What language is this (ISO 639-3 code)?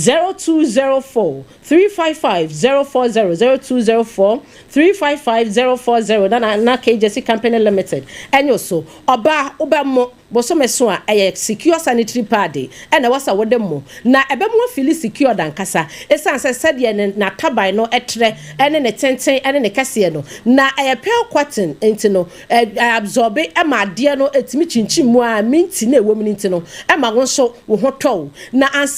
aka